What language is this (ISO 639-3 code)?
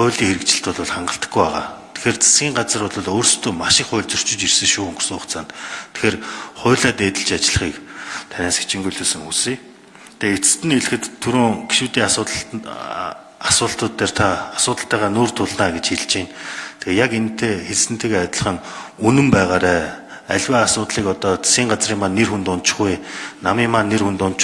mon